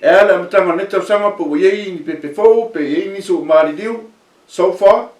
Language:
Samoan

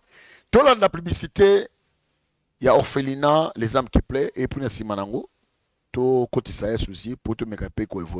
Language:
Lingala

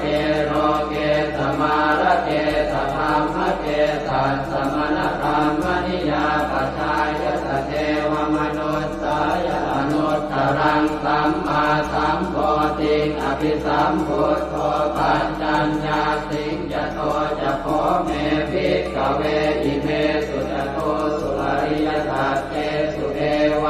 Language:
Pali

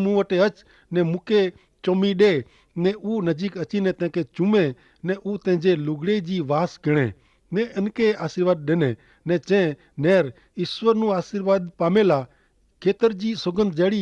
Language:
Kachhi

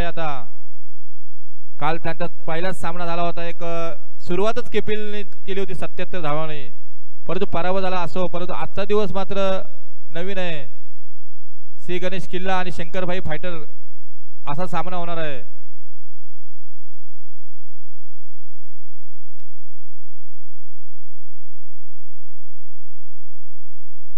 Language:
Marathi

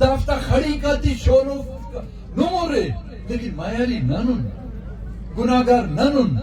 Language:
Brahui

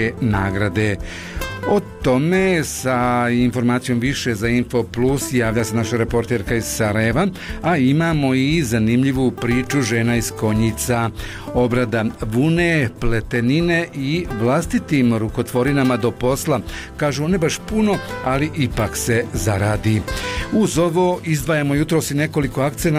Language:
Bosnian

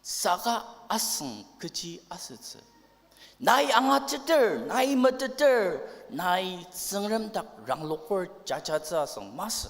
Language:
Ao Naga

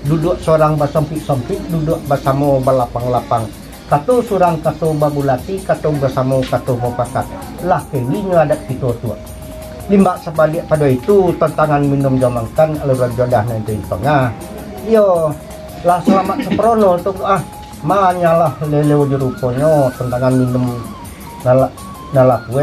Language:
Minangkabau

